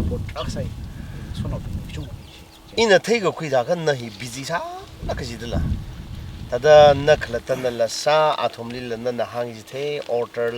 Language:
Tangkhul Naga (India)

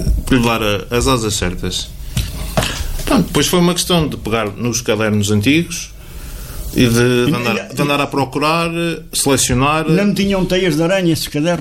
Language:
Portuguese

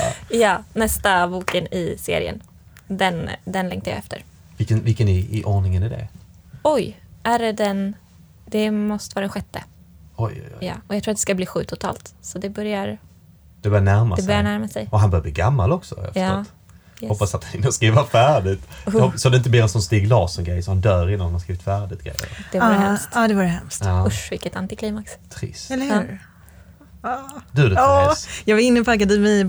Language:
Swedish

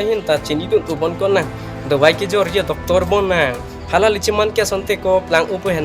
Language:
Karbi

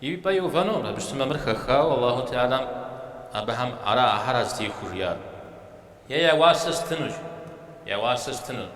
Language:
Kabardian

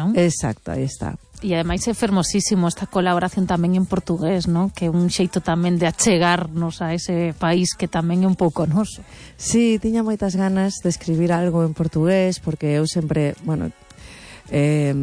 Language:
Galician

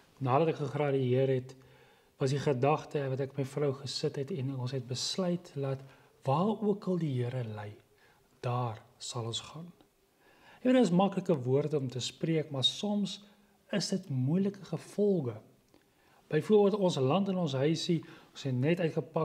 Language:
Afrikaans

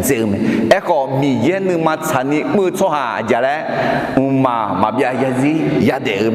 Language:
Akha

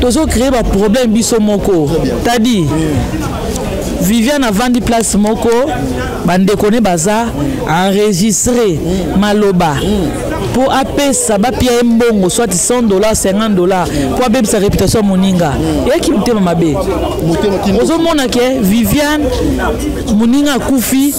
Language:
Lingala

